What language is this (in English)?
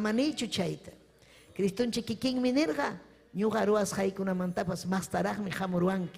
Ayacucho Quechua